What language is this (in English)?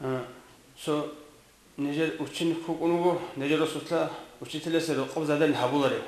Avaric